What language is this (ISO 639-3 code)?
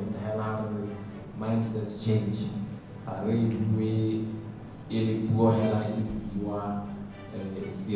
tsn